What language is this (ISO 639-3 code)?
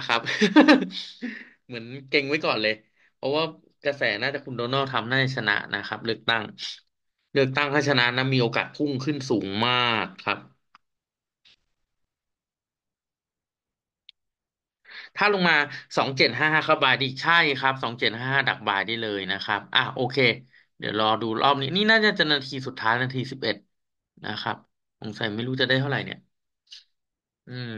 tha